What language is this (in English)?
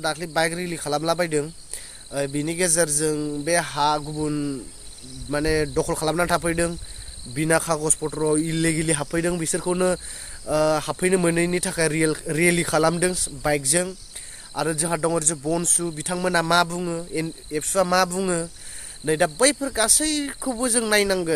Bodo